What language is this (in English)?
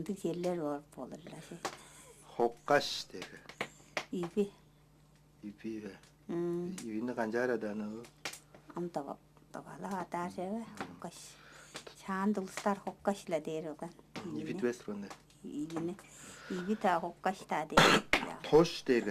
Tuvinian